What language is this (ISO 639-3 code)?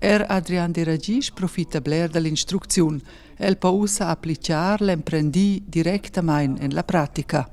roh